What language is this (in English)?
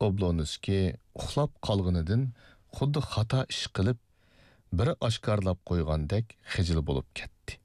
Uyghur